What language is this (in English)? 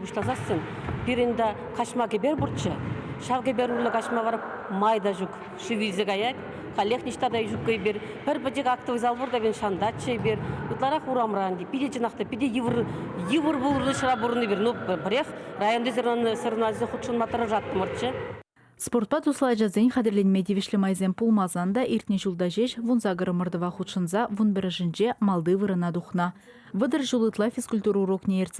Chuvash